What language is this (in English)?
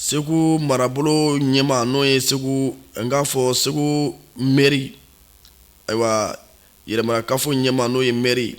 Bambara